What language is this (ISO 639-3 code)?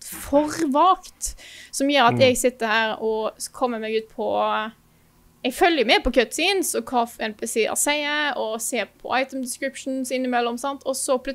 nor